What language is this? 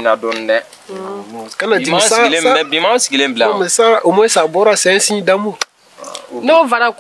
Bambara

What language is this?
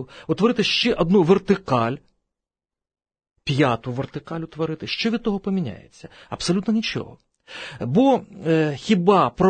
Ukrainian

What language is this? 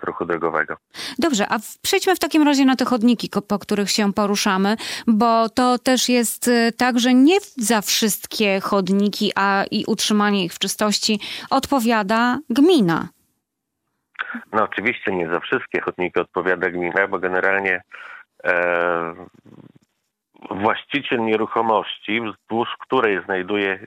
Polish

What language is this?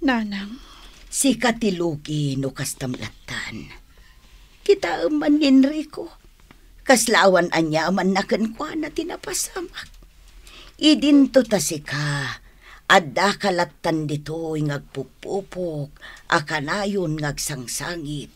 Iloko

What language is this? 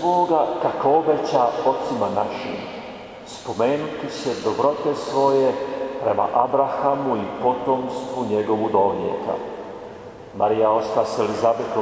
Croatian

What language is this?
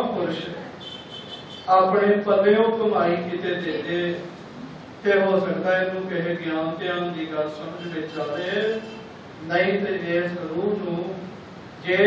Punjabi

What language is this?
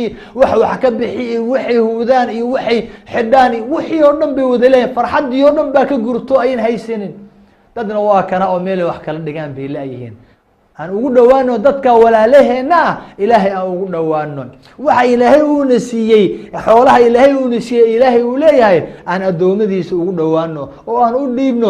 Somali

